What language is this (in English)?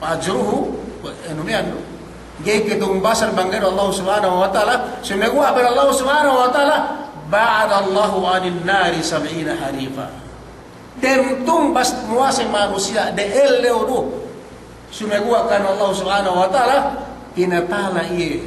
Yakan